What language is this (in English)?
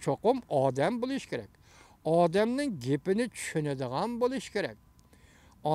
Uyghur